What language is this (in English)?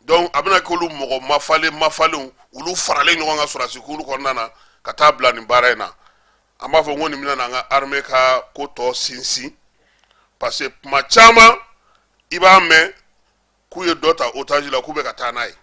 Bambara